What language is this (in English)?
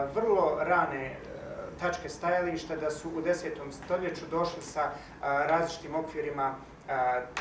Bosnian